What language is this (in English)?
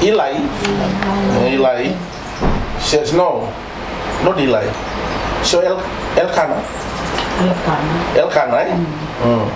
Fijian